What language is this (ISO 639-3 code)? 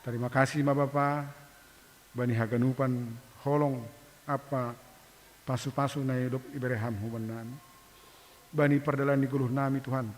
bts